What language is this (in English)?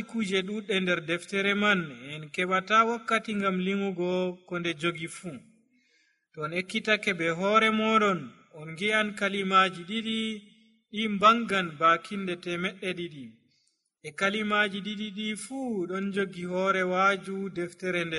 Nigerian Fulfulde